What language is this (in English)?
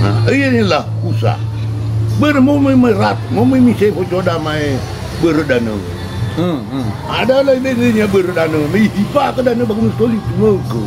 Nias